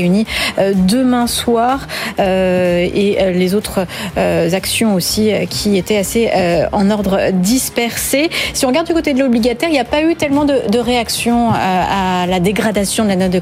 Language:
French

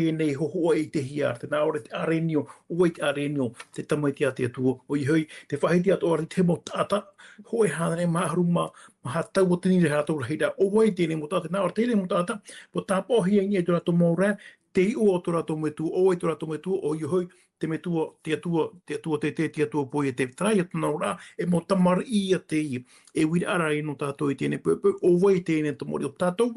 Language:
Tahitian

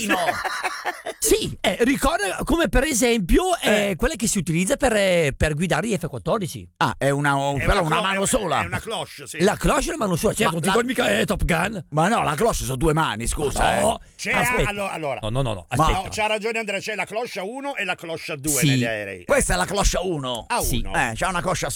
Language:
Italian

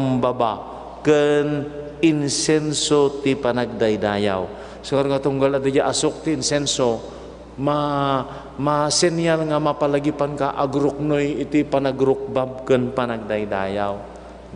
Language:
Iloko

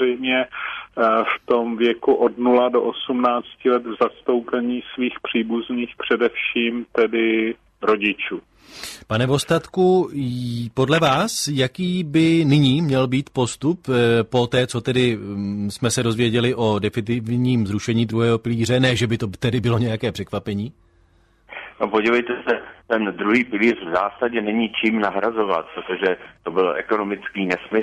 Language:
Czech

